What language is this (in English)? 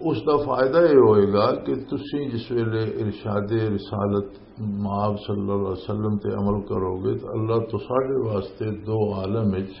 Western Panjabi